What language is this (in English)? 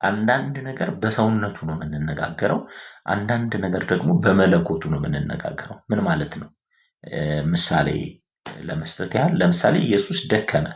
Amharic